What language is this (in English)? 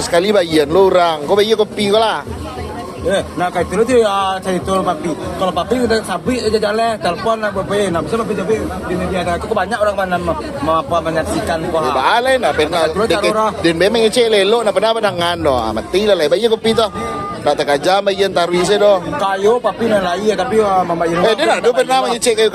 Minangkabau